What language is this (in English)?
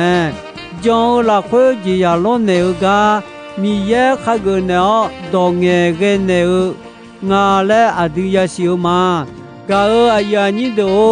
Akha